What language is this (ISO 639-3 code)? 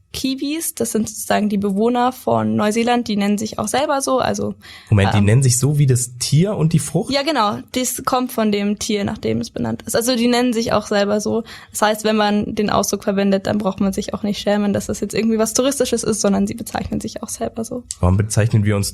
deu